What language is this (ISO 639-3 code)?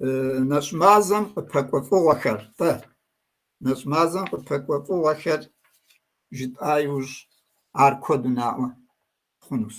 kbd